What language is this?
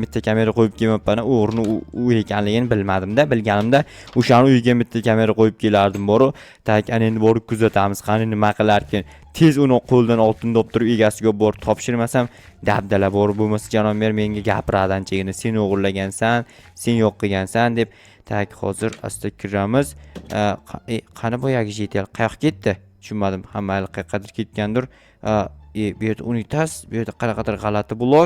Uzbek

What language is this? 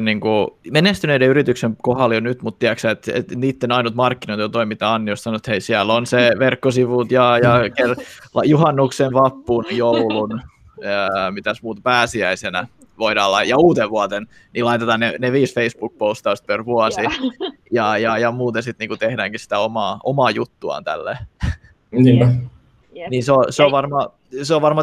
Finnish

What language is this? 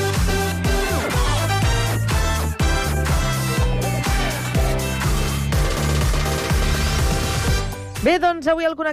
Catalan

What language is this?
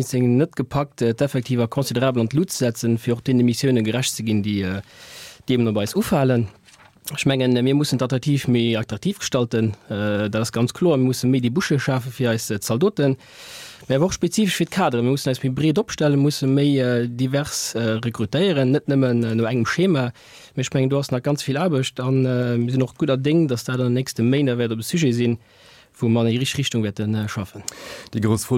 Luxembourgish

